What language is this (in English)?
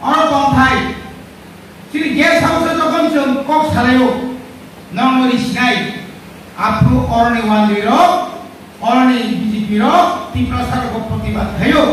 Kok Borok